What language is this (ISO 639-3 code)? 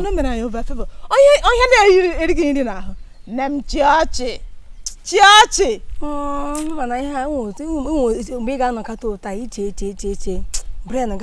ibo